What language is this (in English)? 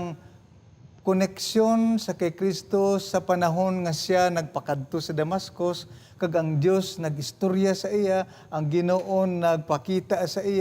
Hiligaynon